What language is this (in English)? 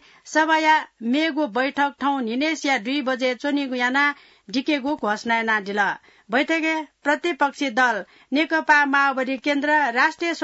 Newari